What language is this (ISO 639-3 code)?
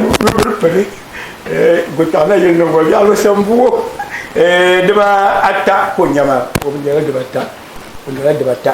dag